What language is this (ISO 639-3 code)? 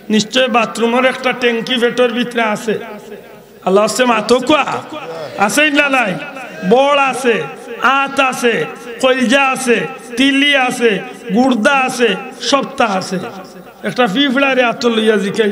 syl